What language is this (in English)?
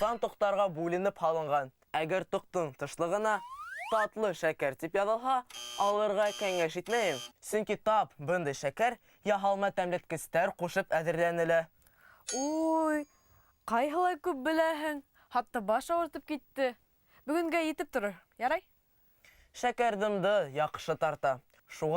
Bashkir